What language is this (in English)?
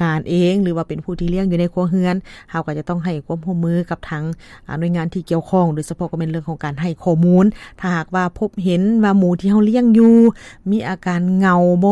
Lao